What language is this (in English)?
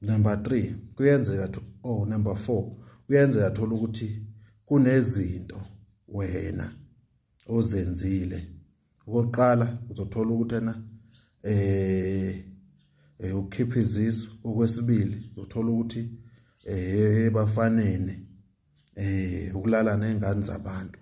Zulu